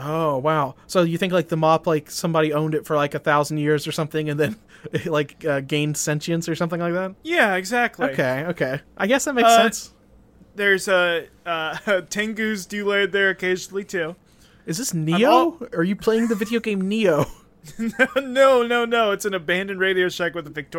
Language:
English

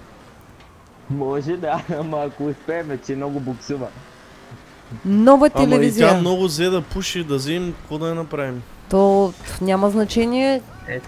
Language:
Bulgarian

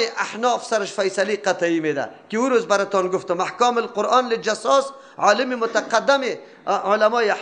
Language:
Persian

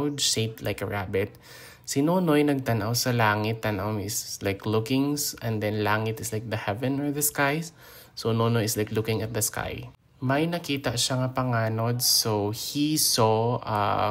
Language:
Hiligaynon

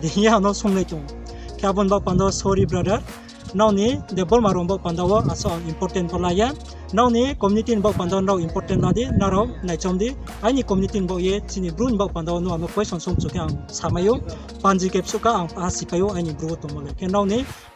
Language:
Riang (India)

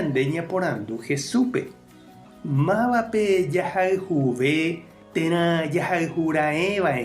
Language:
Guarani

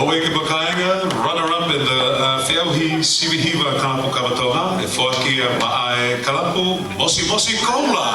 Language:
Tongan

